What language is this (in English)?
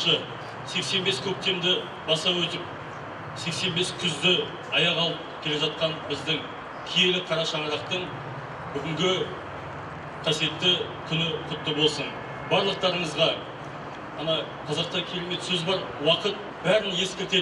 Kazakh